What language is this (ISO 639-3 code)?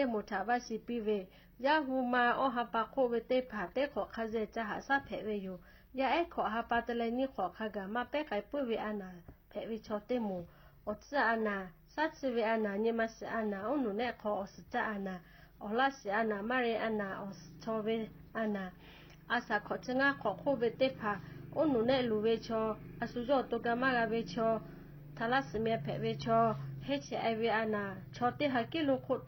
lhu